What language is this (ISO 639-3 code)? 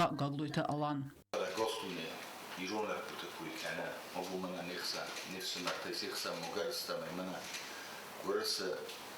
oss